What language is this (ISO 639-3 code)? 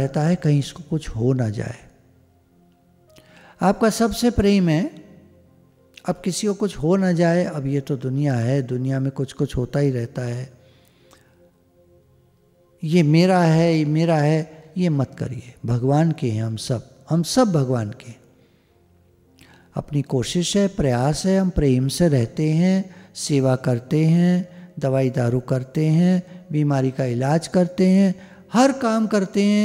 hin